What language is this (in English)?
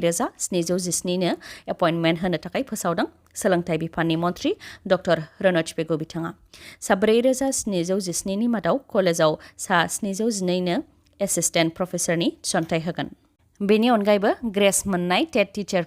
Bodo